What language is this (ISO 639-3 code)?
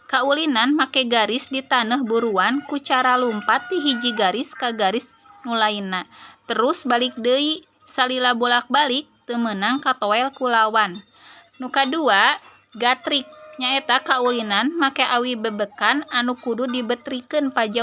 sun